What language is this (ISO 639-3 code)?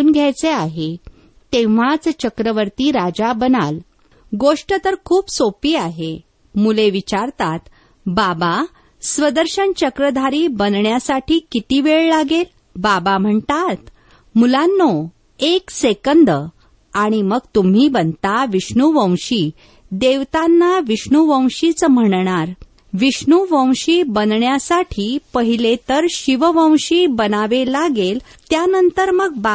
mar